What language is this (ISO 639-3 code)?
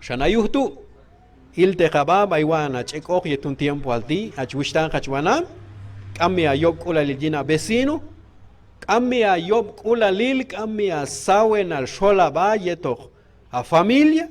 kjb